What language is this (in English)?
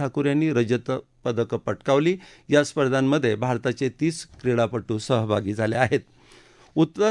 Marathi